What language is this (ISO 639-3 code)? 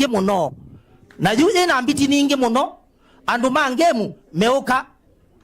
kam